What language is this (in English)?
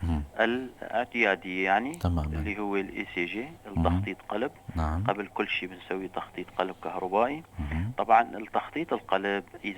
North Levantine Arabic